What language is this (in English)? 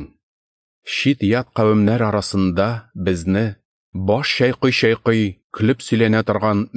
Tatar